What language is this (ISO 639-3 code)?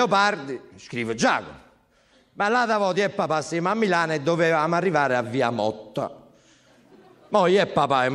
ita